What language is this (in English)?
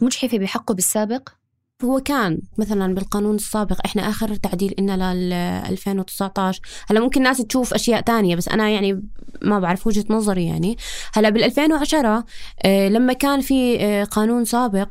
North Levantine Arabic